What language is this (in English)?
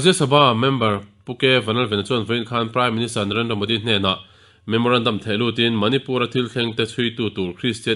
Mizo